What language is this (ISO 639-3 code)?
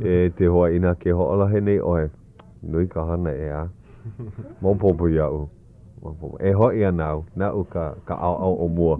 haw